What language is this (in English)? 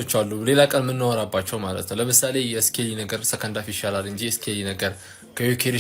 Amharic